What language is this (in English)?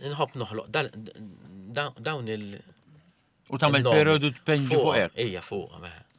Maltese